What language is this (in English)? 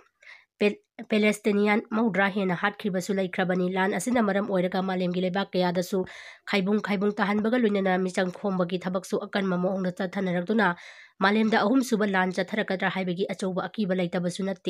Manipuri